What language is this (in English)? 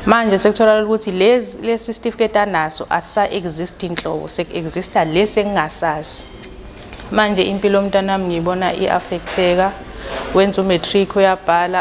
Zulu